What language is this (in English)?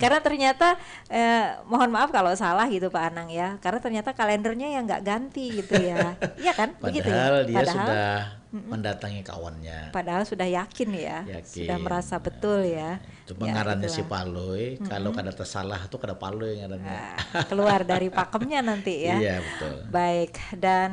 Banjar